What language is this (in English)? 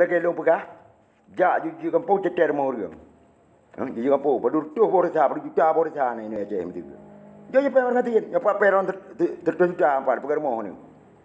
Achinese